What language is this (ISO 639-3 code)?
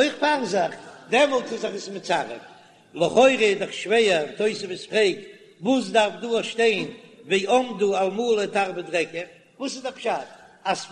yid